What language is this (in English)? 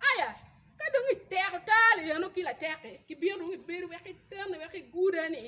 Acoli